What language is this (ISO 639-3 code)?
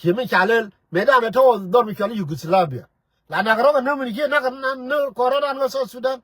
nus